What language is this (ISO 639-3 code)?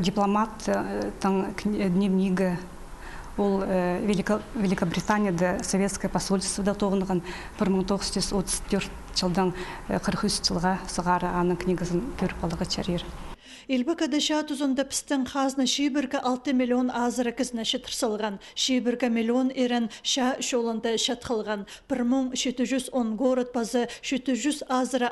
kjh